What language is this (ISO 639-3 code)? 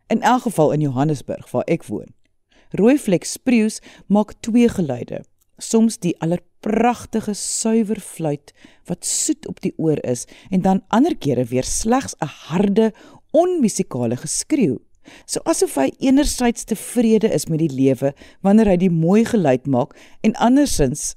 afr